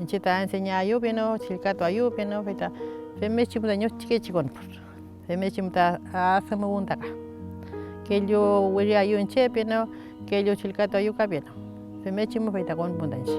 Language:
Mapuche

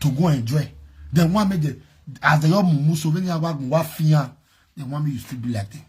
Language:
Nigerian Pidgin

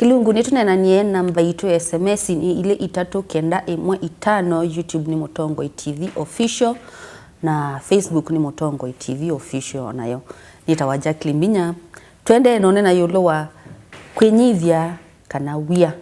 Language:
Kamba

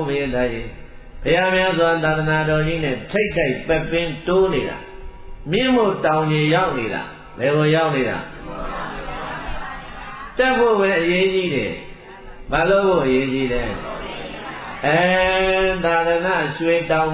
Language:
Burmese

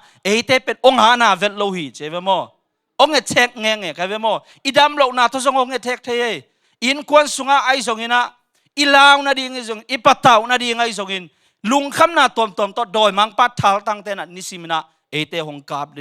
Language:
Tedim Chin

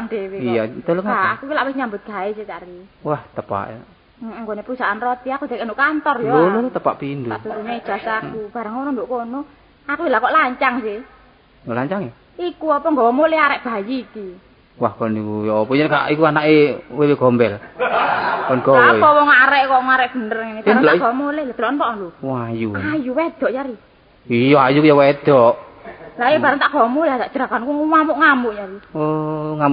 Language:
Javanese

